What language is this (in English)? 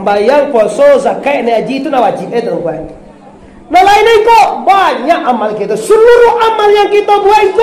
Minangkabau